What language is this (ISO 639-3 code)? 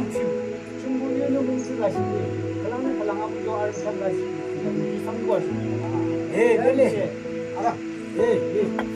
yim